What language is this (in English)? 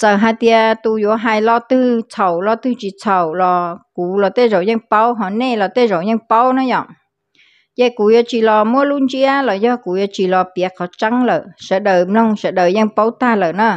Hmong